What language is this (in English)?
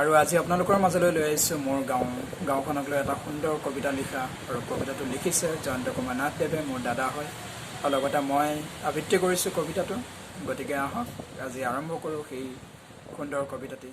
Assamese